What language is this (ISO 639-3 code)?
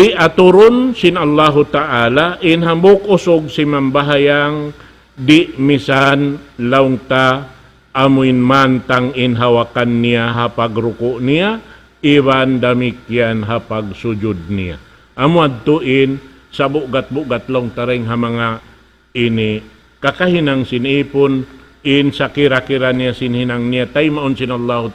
tsg